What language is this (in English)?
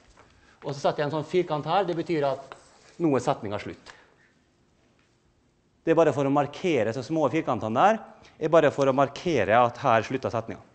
Norwegian